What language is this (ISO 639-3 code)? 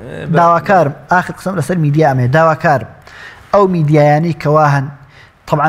ckb